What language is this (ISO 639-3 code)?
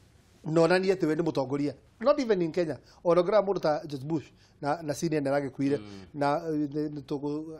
kik